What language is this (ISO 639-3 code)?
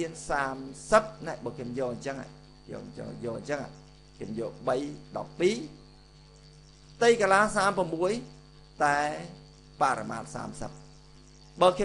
khm